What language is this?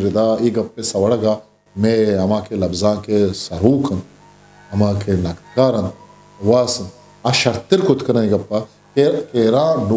Eastern Balochi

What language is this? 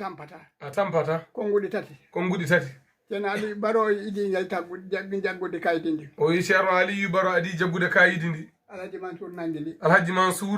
Fula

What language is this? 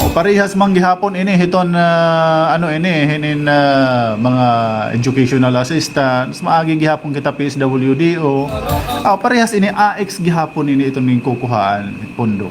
Waray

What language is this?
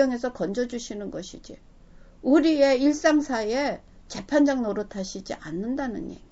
Korean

